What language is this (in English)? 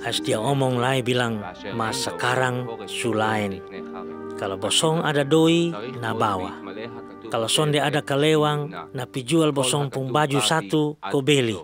Kupang Malay